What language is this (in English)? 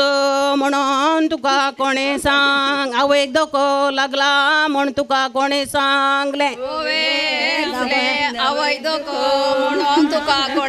Konkani